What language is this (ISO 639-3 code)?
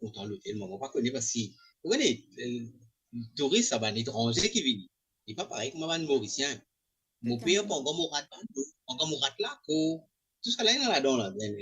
mfe